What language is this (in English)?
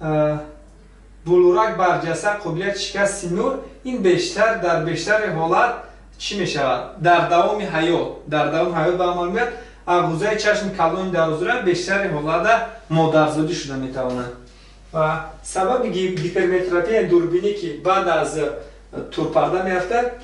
Tajik